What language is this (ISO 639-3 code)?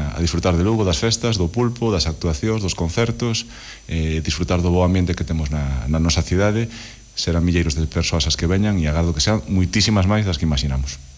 glg